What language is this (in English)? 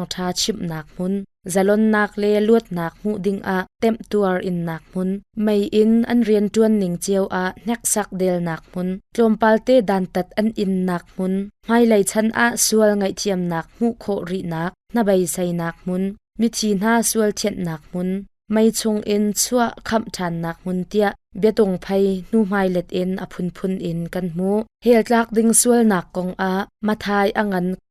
Hakha Chin